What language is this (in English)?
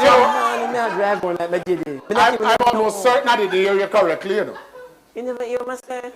Jamaican Creole English